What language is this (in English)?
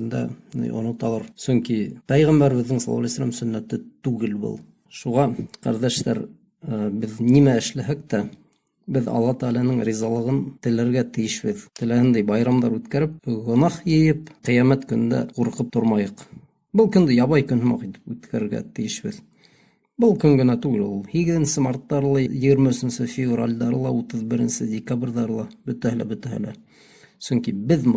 Bashkir